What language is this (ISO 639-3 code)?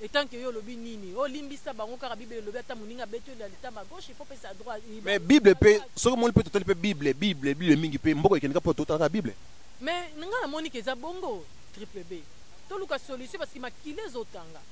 lin